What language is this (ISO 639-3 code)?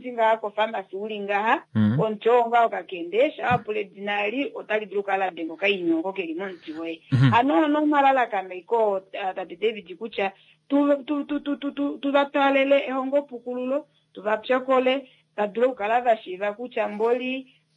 kua